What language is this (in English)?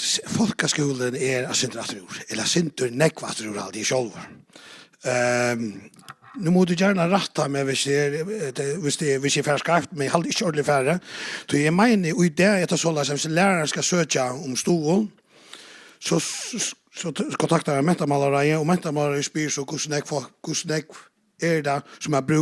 Faroese